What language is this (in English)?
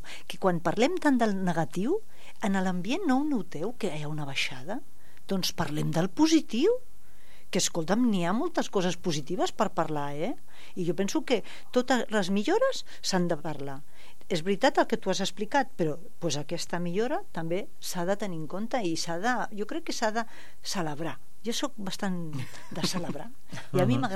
Catalan